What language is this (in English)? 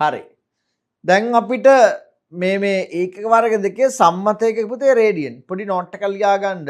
Sinhala